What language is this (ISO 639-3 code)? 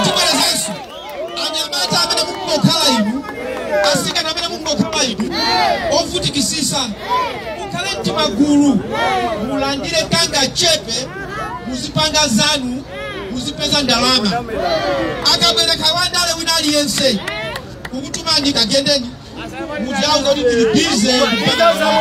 nya